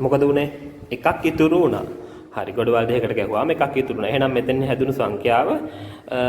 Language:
Sinhala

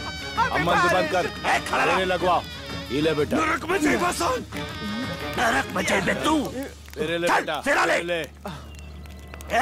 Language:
Bhojpuri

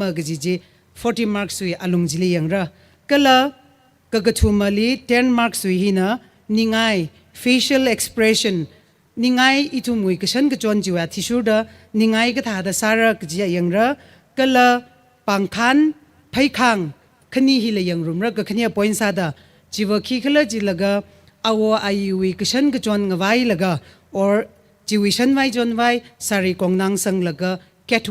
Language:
Tangkhul Naga (India)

